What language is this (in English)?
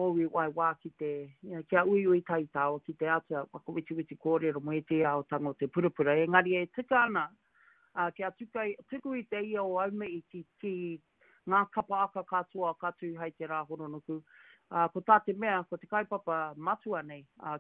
Māori